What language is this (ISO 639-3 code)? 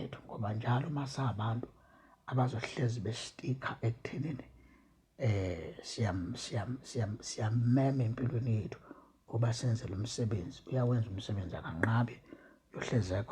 zul